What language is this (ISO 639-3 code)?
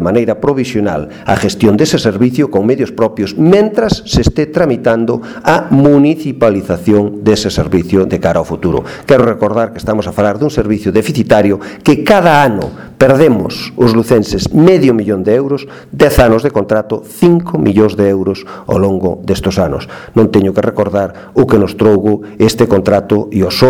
glg